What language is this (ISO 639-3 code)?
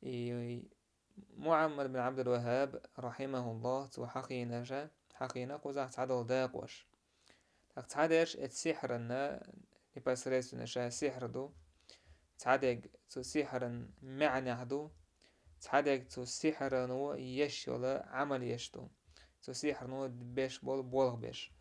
che